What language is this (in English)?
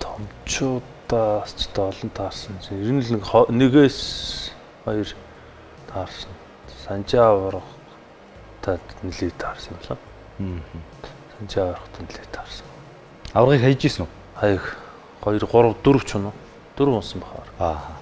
Mongolian